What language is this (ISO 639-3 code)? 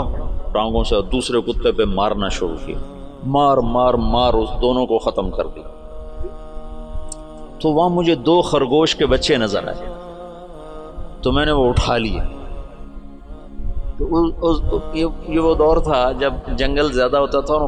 urd